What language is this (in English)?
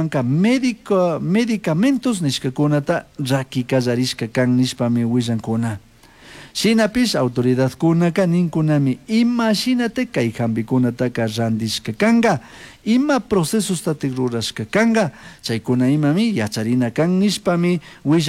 Chimborazo Highland Quichua